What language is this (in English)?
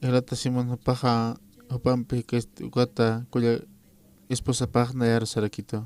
Aymara